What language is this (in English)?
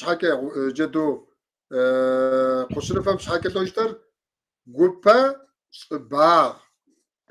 Kabardian